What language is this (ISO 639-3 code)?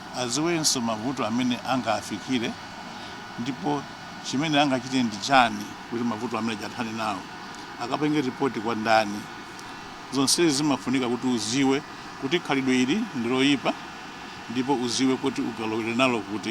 nya